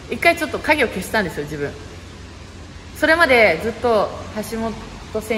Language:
Japanese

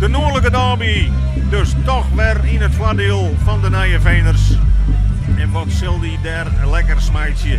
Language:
Western Frisian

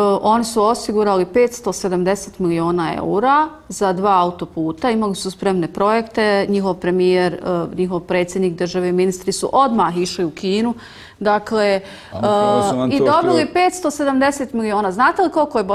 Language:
Bosnian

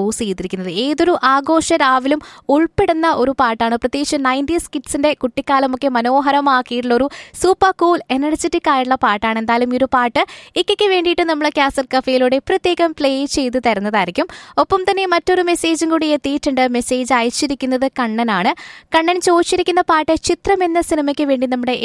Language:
Malayalam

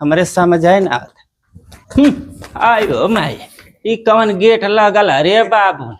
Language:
Bhojpuri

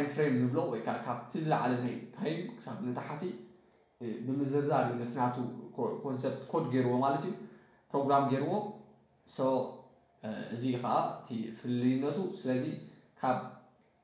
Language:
Tigrinya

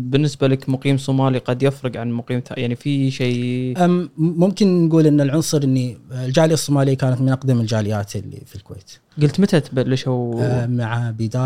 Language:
Gulf Arabic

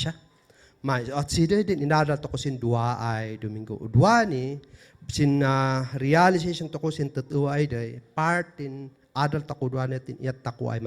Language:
Kankanaey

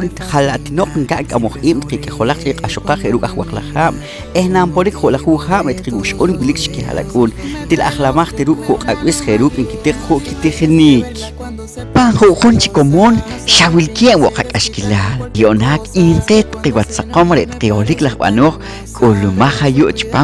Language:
Poqomchi'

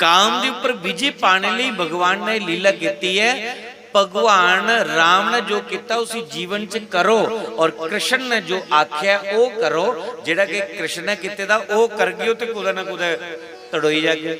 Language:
Dogri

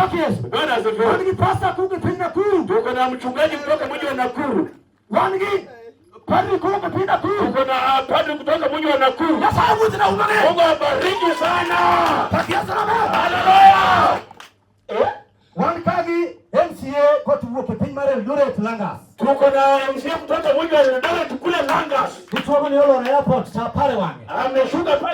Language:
Luo (Kenya and Tanzania)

